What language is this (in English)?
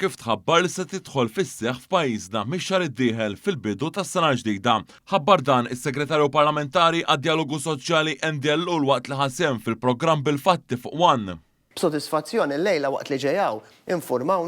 Maltese